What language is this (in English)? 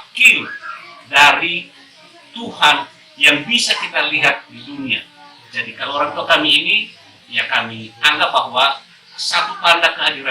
Nias